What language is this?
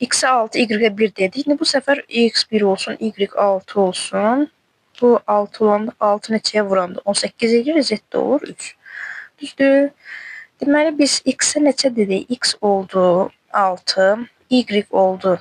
Azerbaijani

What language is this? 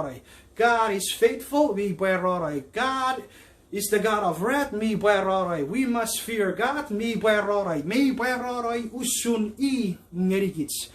Chuukese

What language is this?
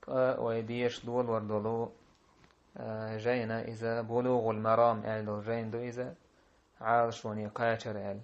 Chechen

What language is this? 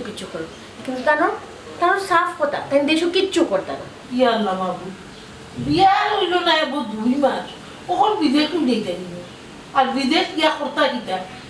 Sylheti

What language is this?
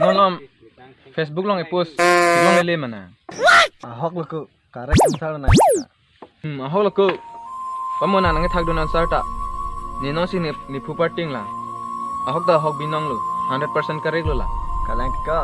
Karbi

